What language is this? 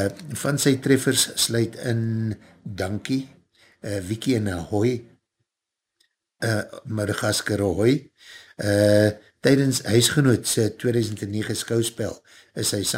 Afrikaans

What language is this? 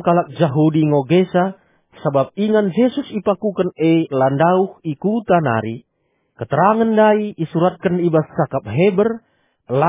Batak Karo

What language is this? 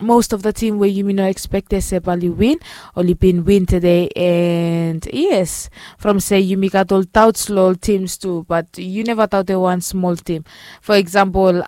Bislama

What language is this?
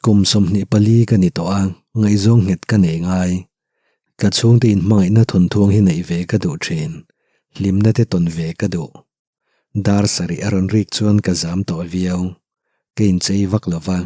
Mizo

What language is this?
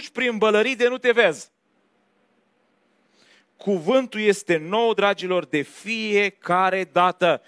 Romanian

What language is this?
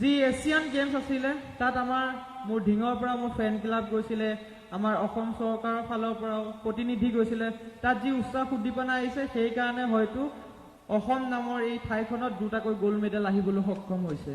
Assamese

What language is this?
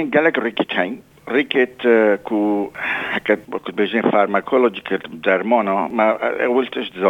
Kurdish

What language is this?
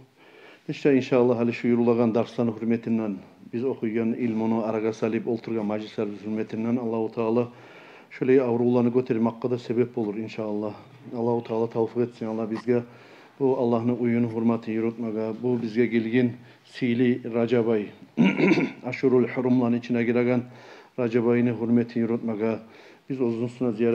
Kumyk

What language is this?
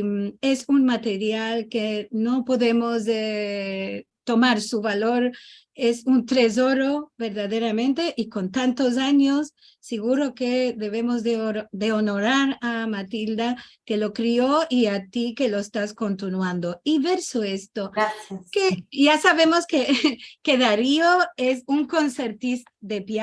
Ladino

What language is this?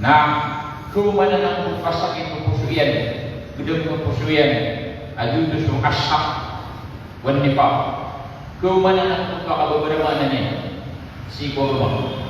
Maranao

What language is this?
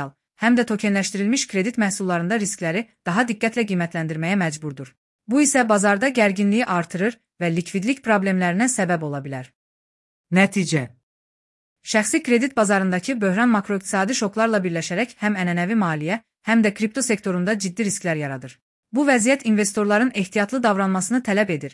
Azerbaijani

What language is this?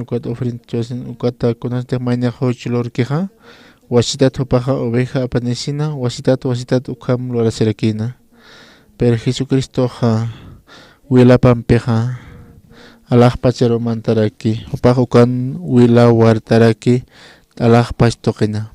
Aymara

